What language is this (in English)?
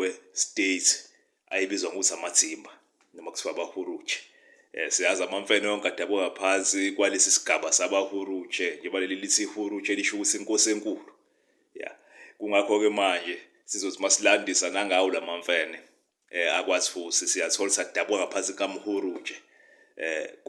Zulu